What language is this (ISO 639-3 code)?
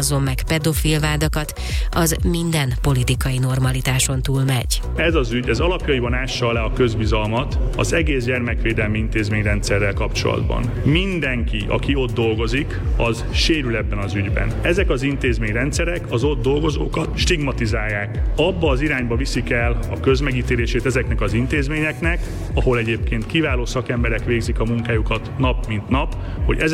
hun